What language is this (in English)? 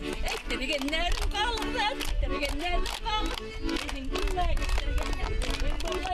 Bashkir